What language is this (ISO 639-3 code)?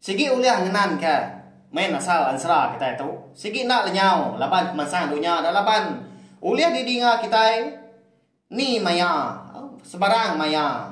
iba